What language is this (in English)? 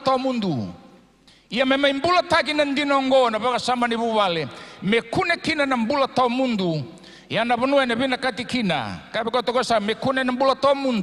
Fijian